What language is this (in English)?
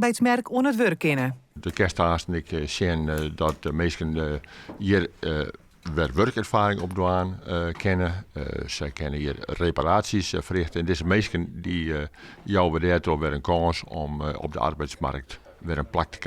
Western Frisian